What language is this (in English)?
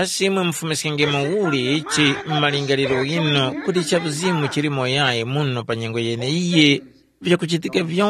Tumbuka